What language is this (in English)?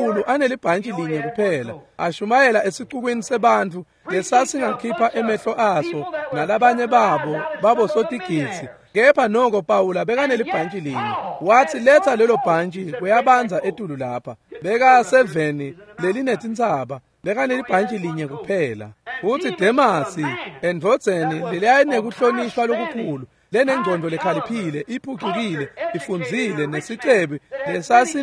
Swati